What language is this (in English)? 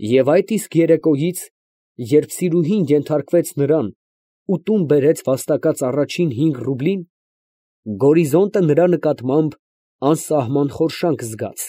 Armenian